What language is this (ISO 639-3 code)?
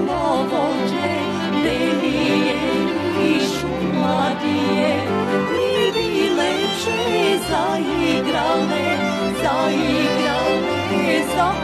srp